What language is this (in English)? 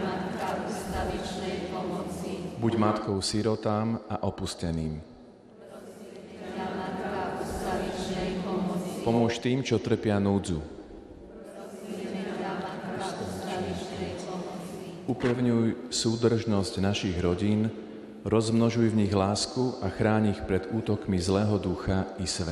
Slovak